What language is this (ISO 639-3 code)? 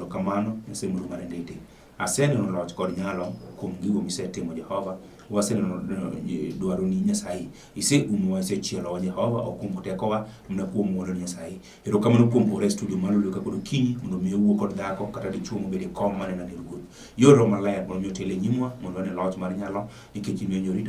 luo